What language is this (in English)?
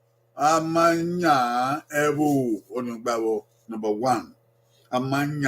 Bini